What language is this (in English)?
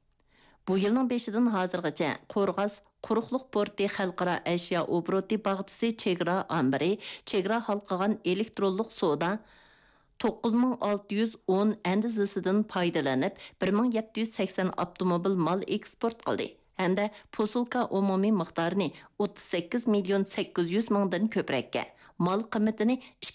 Uyghur